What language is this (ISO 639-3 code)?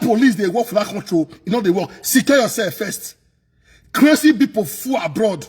pcm